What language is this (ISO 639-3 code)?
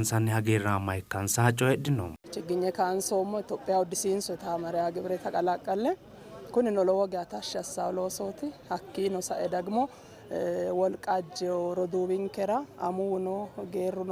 sid